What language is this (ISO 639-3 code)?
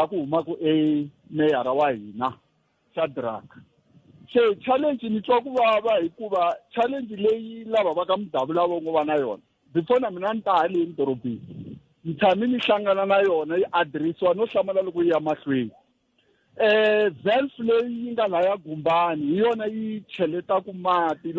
tso